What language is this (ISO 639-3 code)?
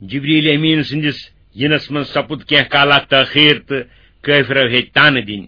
kas